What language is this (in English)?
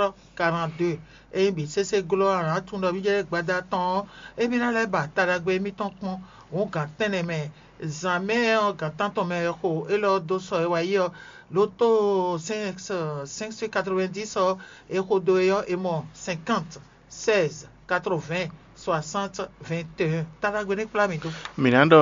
Fon